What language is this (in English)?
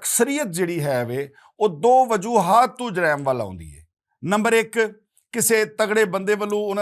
Western Panjabi